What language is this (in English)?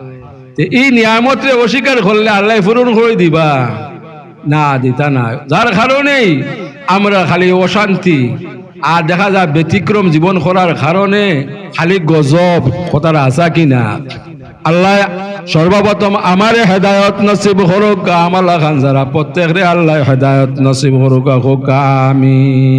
Sylheti